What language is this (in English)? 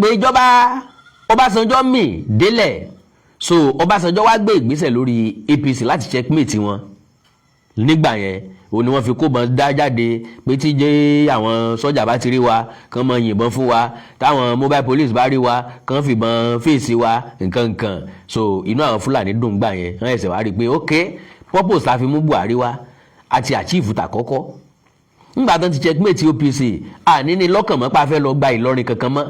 Yoruba